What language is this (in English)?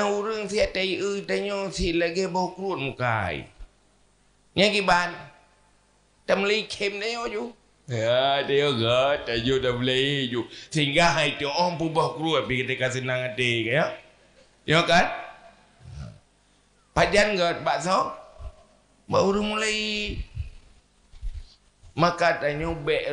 Achinese